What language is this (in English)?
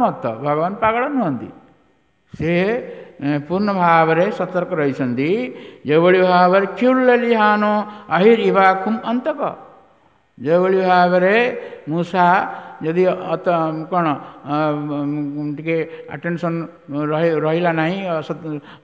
Odia